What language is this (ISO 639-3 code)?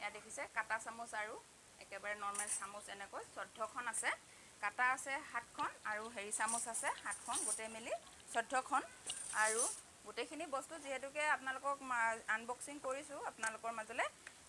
asm